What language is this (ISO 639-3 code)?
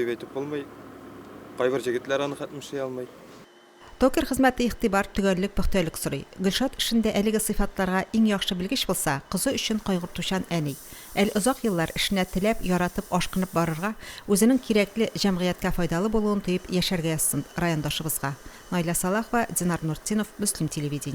tat